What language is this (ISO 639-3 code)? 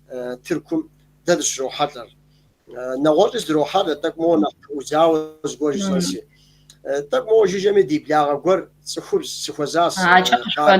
kbd